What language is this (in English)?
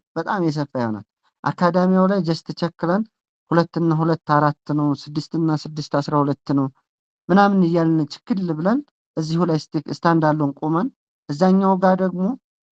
Amharic